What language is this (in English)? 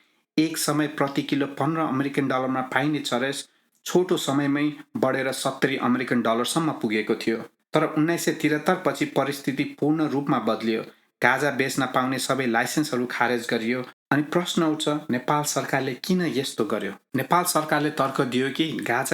Nepali